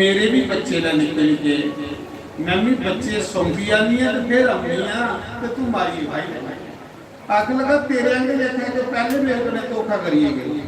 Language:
Dogri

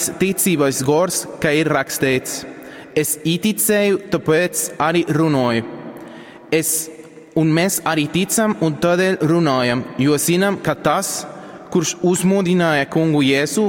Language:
Latgalian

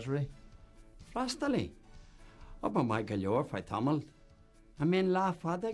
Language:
Irish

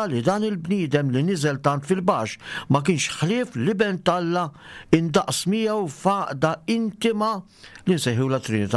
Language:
Maltese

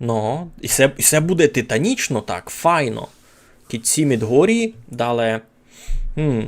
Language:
Rusyn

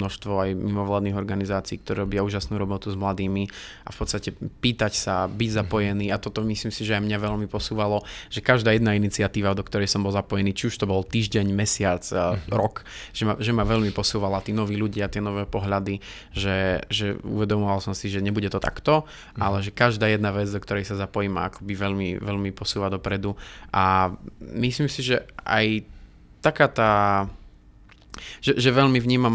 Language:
Slovak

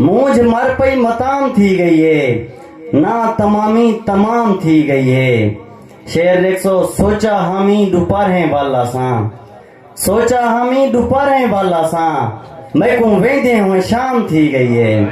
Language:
Saraiki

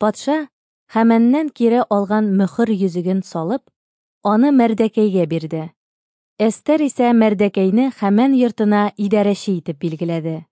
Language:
Tatar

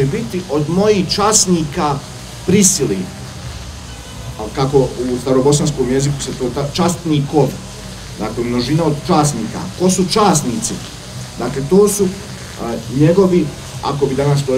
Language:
Bosnian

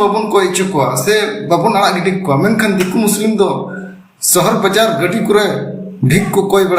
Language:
Santali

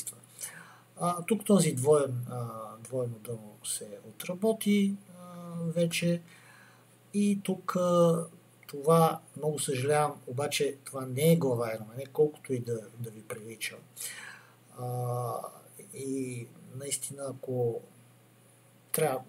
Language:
Bulgarian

